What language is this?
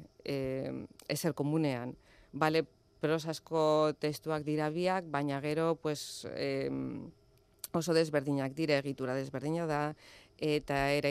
Basque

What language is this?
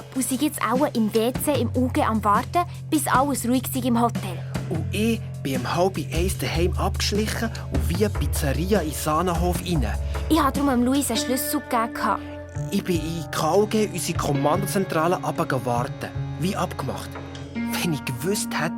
Swiss German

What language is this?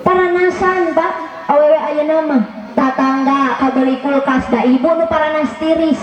Sundanese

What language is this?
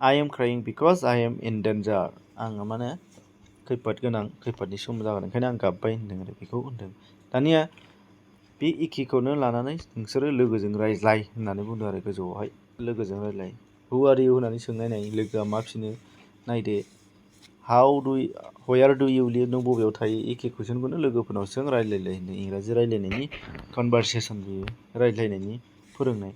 Bodo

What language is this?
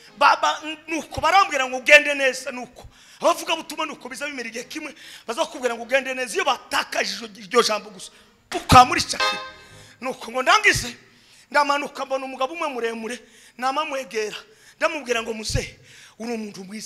Kinyarwanda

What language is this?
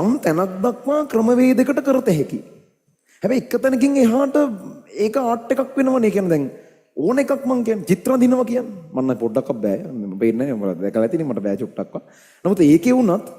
Sinhala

